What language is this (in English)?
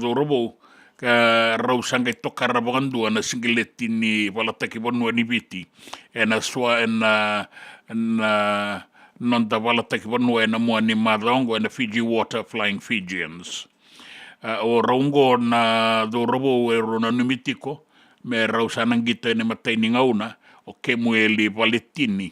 Fijian